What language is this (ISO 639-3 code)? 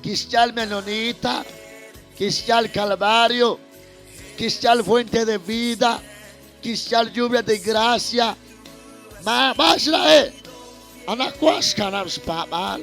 kek